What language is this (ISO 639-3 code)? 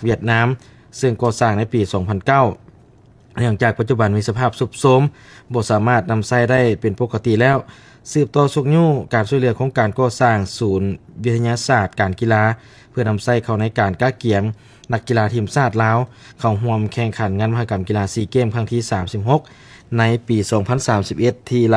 lao